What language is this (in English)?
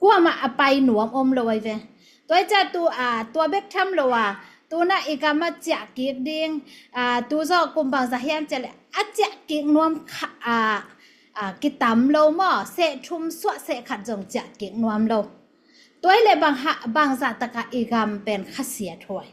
Tedim Chin